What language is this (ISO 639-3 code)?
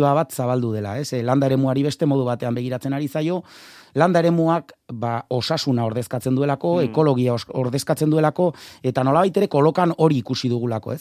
eus